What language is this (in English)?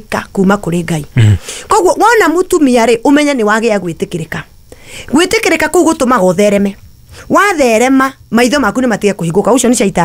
Kikuyu